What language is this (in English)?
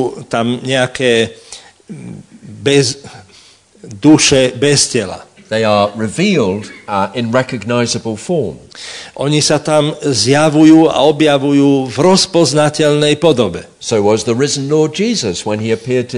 Slovak